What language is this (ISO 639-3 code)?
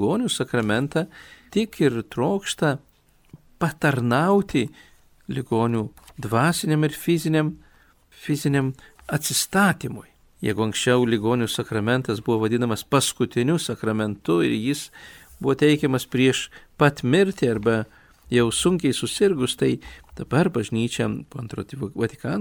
lit